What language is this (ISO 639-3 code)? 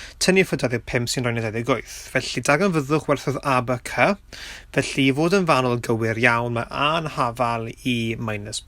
cym